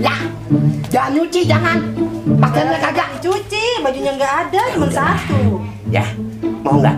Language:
Betawi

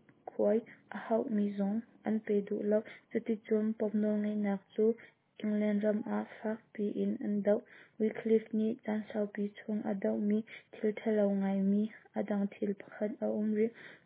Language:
Hakha Chin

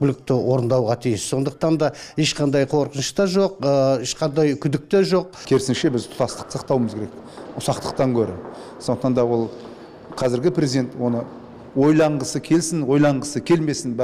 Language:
Kyrgyz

